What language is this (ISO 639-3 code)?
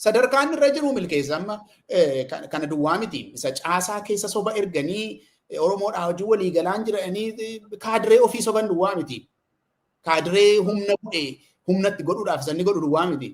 orm